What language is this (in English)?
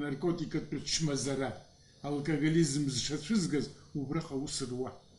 Abkhazian